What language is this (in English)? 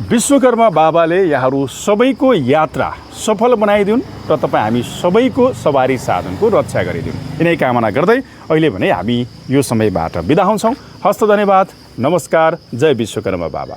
Nepali